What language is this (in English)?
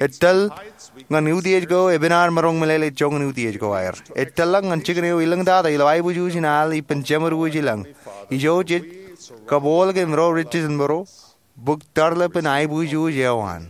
Marshallese